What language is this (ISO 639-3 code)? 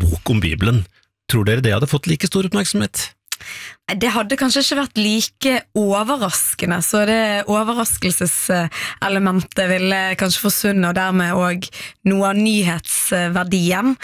nor